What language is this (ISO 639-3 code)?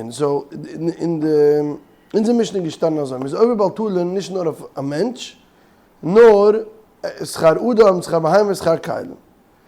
yid